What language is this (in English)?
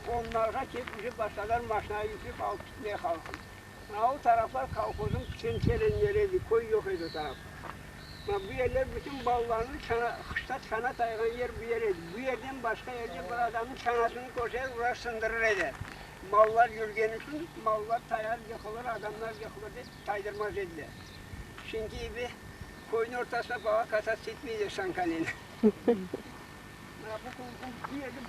Crimean Tatar